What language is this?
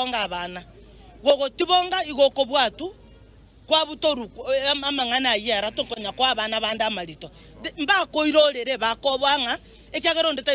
Gusii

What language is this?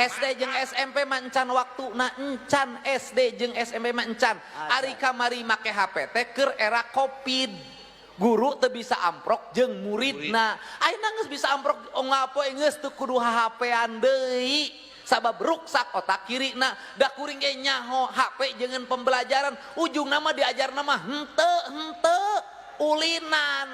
Sundanese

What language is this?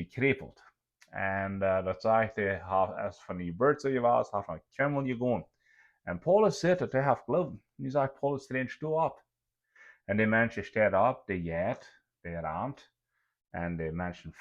Plautdietsch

